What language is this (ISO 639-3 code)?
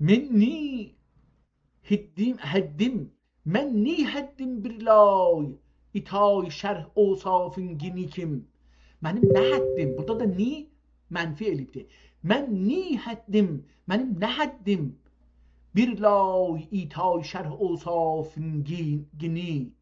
azb